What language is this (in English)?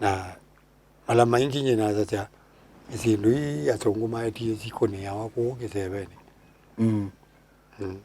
Kamba